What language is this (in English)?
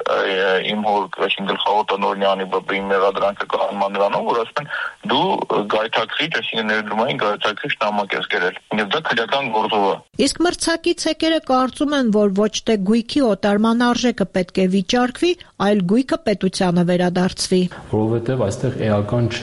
Armenian